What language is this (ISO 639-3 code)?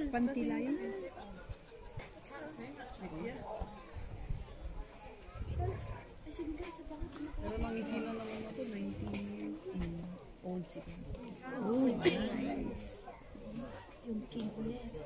fil